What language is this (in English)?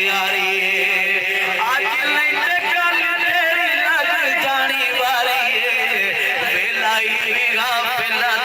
Saraiki